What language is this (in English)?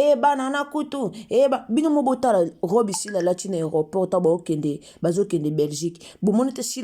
Lingala